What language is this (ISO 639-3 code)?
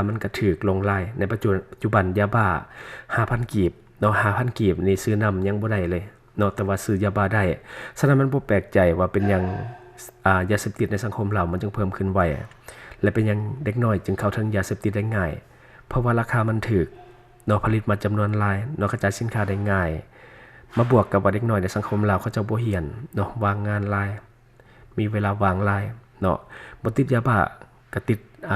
lao